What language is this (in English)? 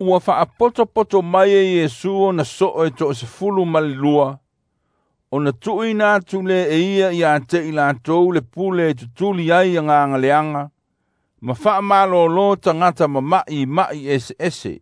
Samoan